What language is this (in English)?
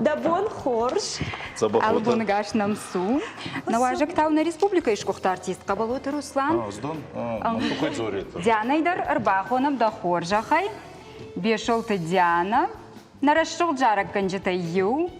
Ossetic